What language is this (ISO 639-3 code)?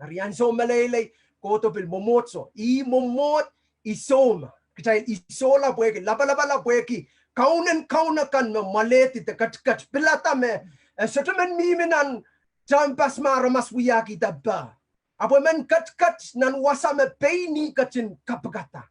pon